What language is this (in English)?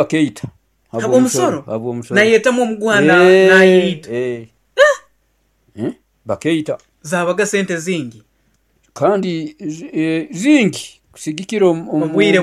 Nyoro